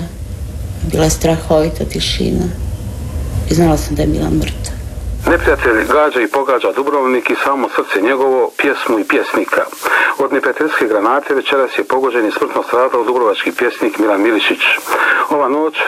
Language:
Croatian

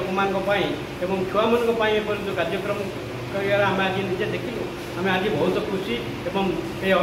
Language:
Odia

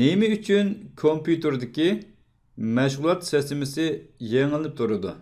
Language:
Uyghur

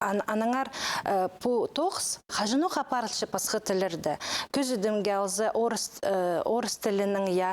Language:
Khakas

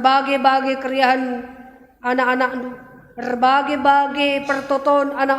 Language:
Batak Karo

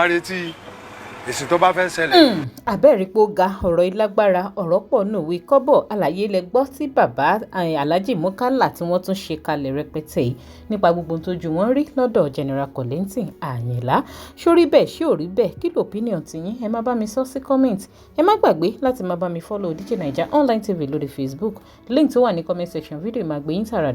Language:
Yoruba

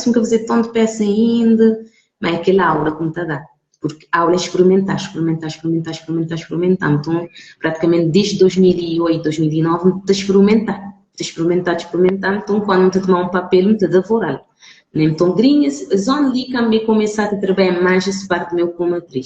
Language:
Kabuverdianu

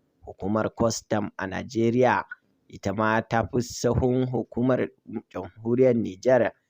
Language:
Hausa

